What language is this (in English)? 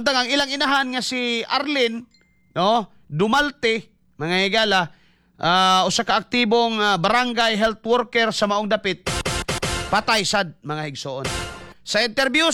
Cebuano